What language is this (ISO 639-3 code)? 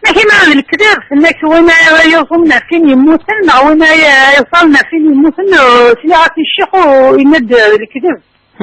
kab